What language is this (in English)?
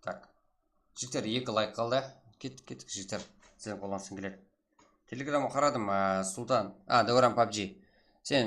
Kara-Kalpak